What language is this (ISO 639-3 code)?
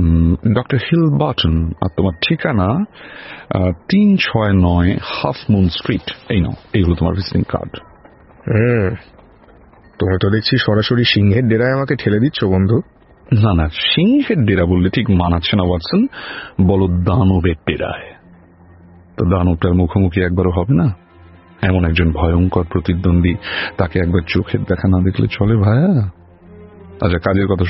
ben